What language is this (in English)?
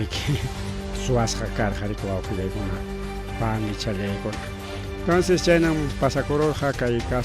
Ayacucho Quechua